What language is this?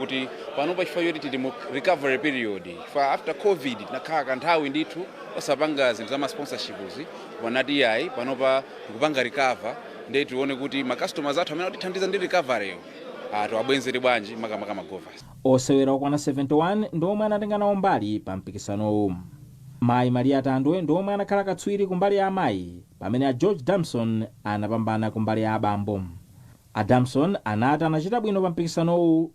Nyanja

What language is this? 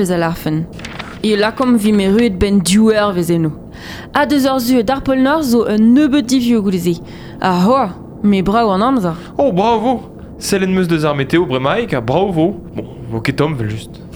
Breton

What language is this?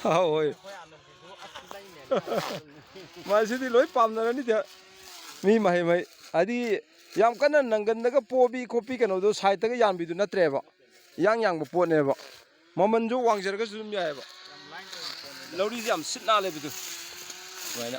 Manipuri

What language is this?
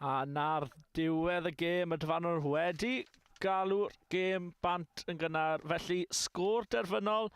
Welsh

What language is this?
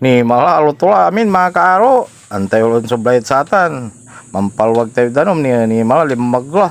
Pangasinan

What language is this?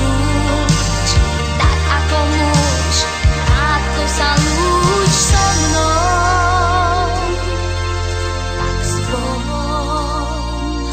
Slovak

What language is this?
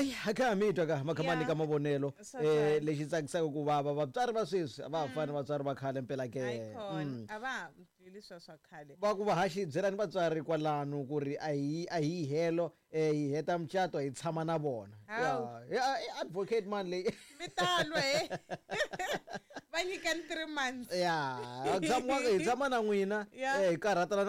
Tsonga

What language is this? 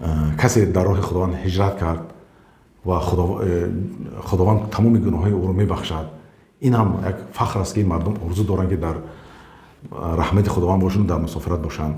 Tajik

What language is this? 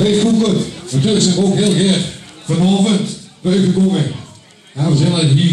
Limburgish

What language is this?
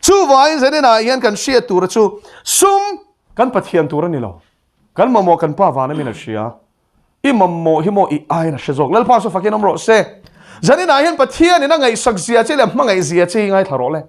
Mizo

